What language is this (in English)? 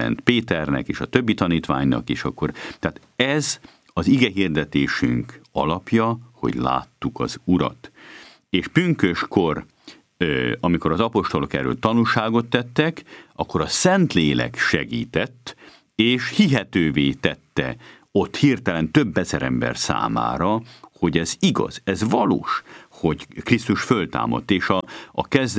Hungarian